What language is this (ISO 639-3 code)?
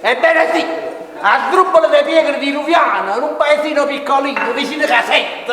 nap